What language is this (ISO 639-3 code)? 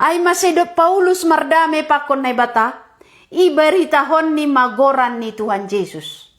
bts